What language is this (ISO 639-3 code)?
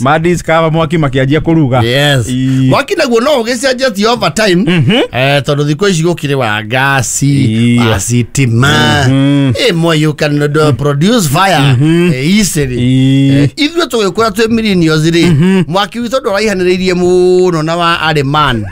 kik